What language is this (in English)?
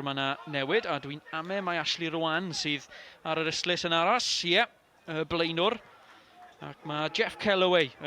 Welsh